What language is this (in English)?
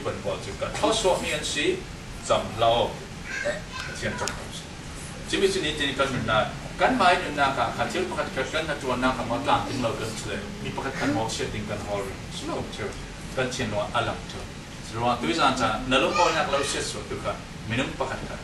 Falam Chin